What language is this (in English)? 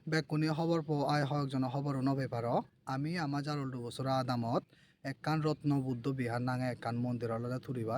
Chakma